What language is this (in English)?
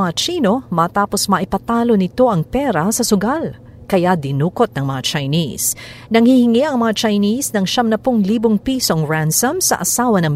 Filipino